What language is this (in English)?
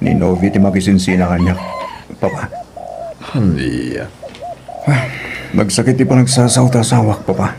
Iloko